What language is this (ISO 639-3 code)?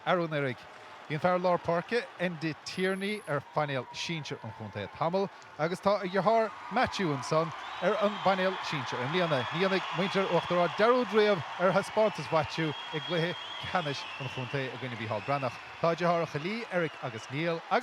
gle